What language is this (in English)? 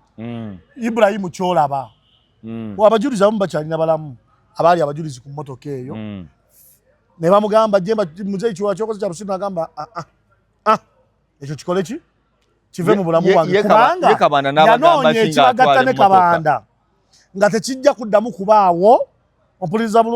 Ganda